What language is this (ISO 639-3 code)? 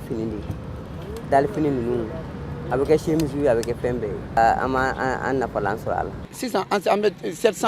bam